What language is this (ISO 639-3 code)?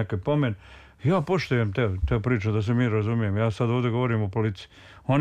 srp